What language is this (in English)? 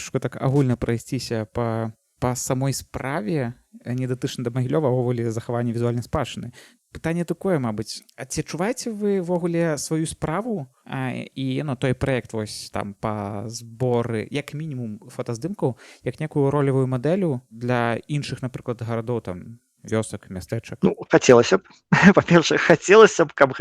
Belarusian